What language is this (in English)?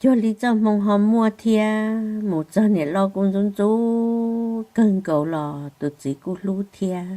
Hmong